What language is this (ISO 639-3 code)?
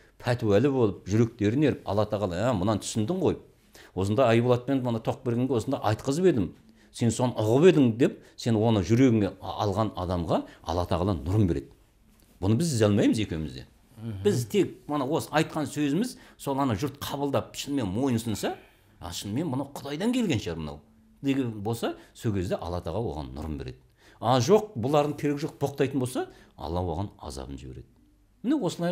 kaz